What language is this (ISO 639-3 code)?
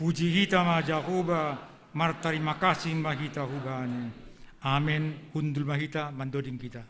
bts